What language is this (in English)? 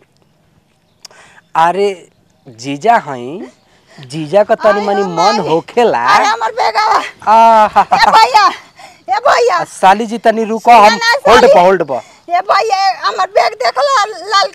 Bhojpuri